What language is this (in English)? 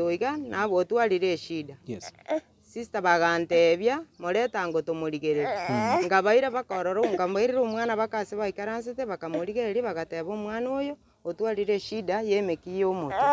Gusii